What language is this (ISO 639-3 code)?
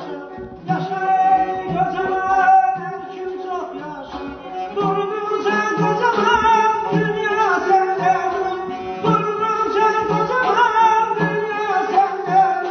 azb